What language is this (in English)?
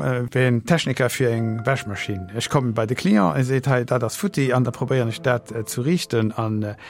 Luxembourgish